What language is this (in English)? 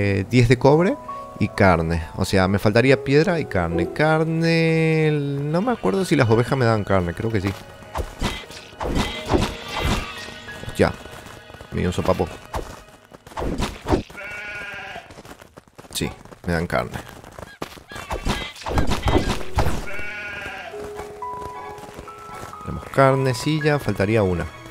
Spanish